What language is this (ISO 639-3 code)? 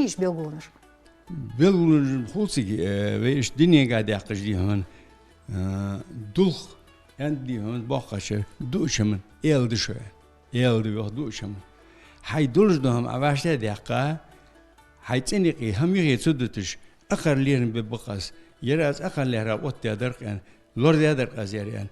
inh